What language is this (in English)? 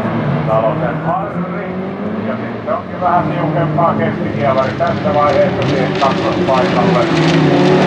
Finnish